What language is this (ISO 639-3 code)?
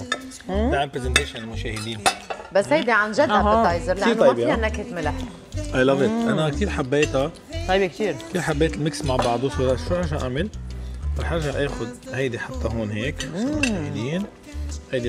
apc